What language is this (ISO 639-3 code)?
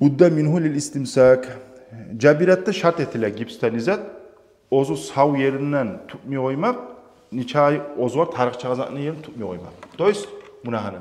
kum